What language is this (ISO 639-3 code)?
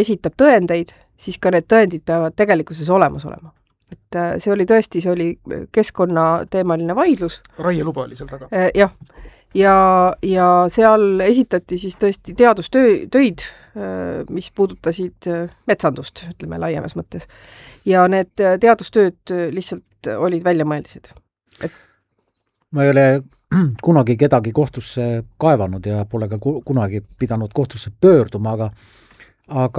est